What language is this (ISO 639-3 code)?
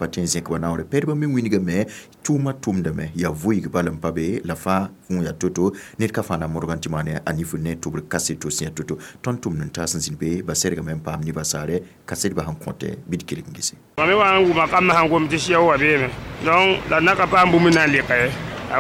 mos